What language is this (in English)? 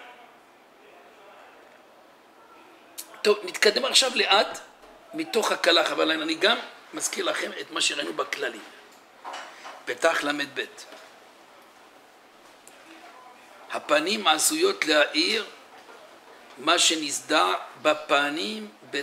Hebrew